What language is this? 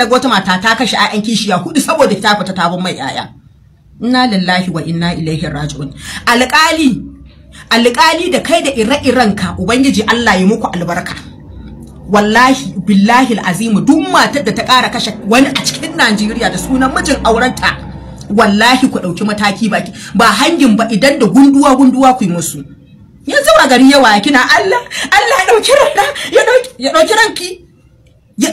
Hausa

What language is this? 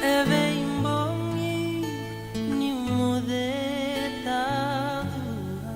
Fijian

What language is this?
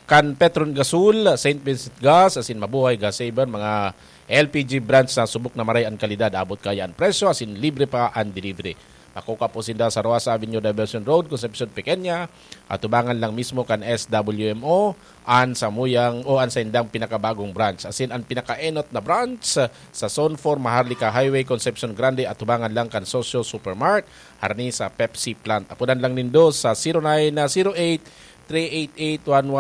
Bikol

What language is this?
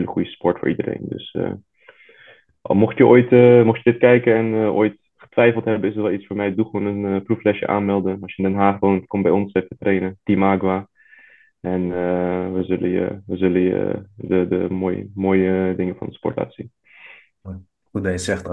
Dutch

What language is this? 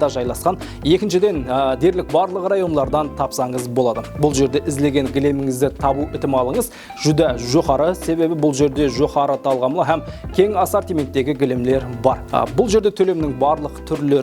Kara-Kalpak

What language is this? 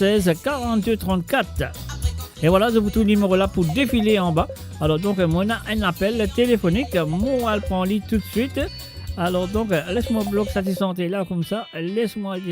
Morisyen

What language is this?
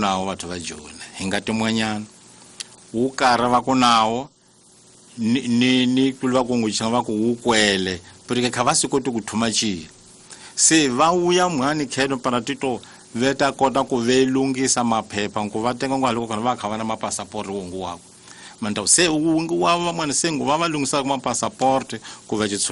Tsonga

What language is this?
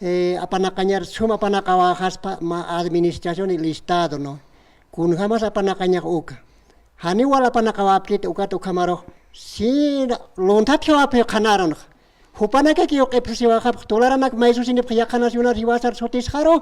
Aymara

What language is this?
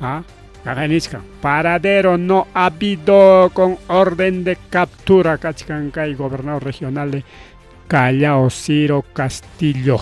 Ayacucho Quechua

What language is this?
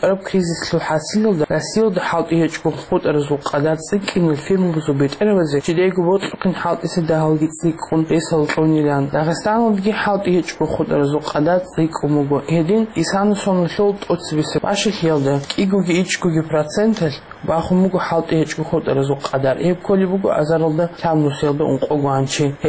Avaric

